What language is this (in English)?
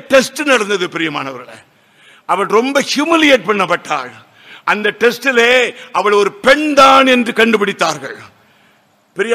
Tamil